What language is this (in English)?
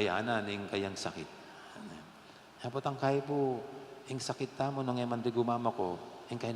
Pampanga